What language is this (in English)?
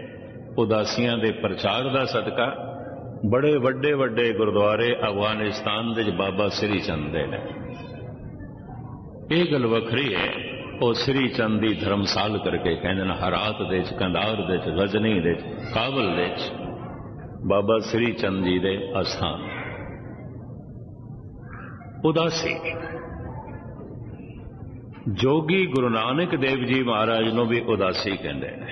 Punjabi